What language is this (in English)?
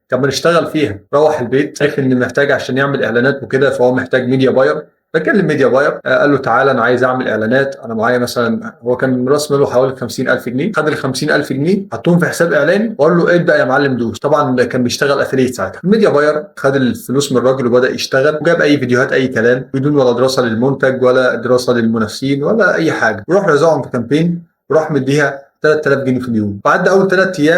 Egyptian Arabic